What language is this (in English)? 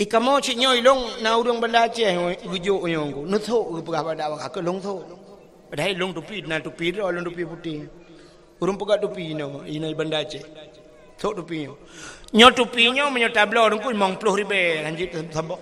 Achinese